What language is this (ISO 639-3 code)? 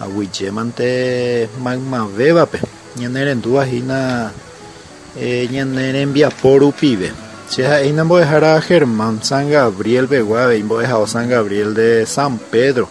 grn